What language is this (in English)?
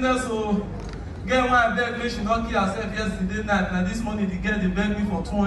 Nigerian Pidgin